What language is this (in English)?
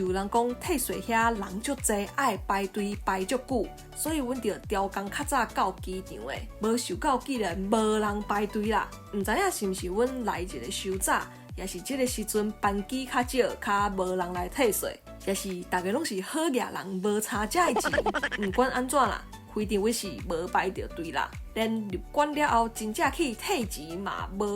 Min Nan Chinese